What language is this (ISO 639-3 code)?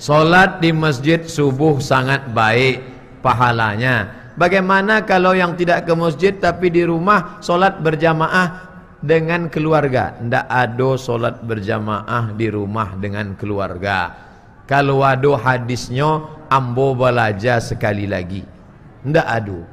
min